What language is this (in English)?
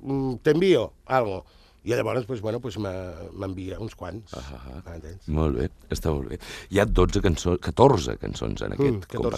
Catalan